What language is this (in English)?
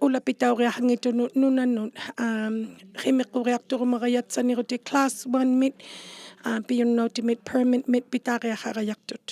Inuktitut